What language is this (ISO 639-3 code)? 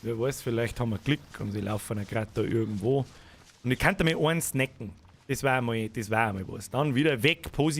bar